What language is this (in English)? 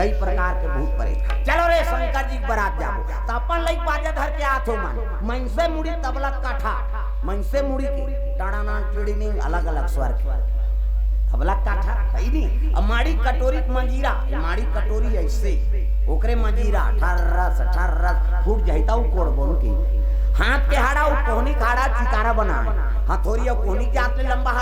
Chhattisgarhi